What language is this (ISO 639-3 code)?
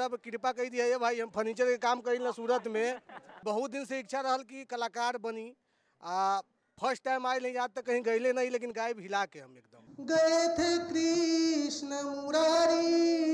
bho